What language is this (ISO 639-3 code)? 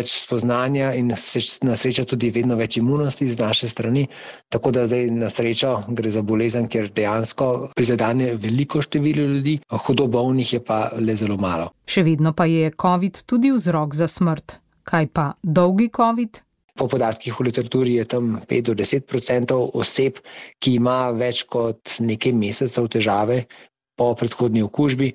slv